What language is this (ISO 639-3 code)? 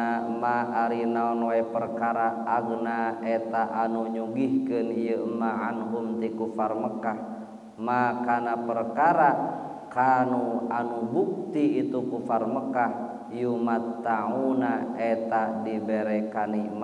sun